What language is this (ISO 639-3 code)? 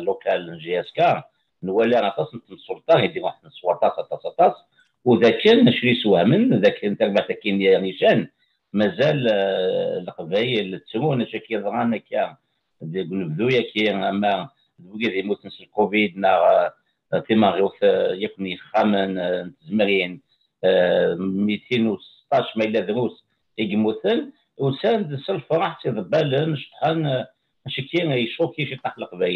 kab